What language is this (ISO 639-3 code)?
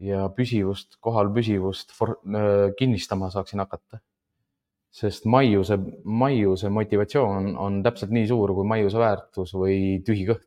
est